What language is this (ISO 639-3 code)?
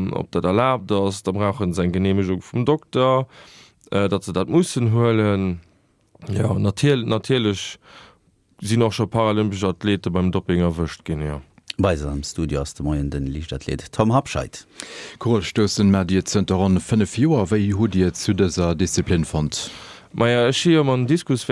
ltz